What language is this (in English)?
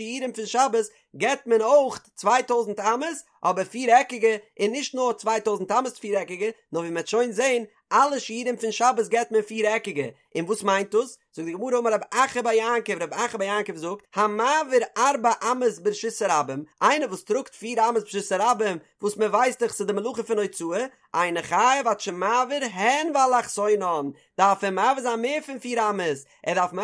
Yiddish